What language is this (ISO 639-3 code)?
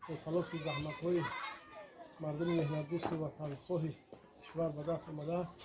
tgk